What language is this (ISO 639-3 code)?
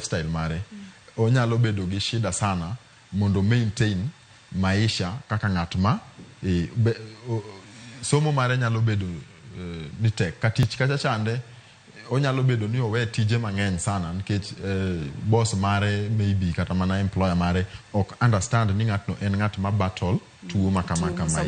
luo